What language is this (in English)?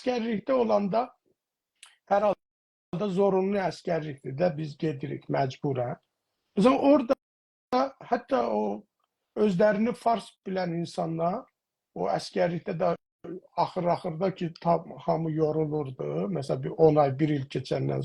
South Azerbaijani